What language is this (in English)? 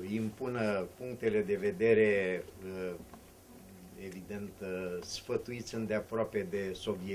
Romanian